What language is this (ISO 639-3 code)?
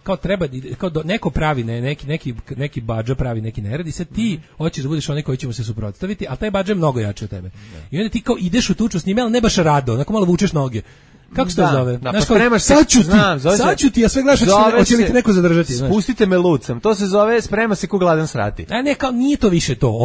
srp